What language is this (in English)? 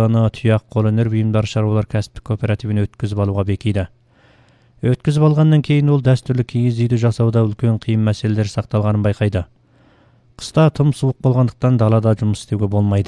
Kazakh